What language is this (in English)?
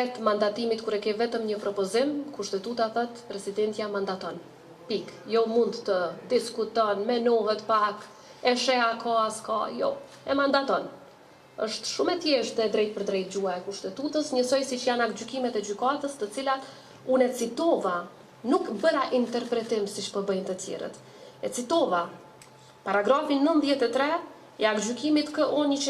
Albanian